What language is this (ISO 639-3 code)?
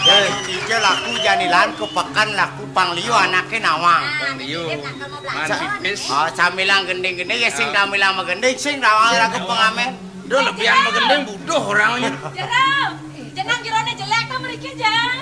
ban